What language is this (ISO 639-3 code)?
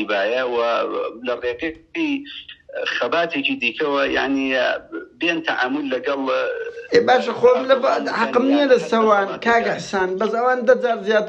ckb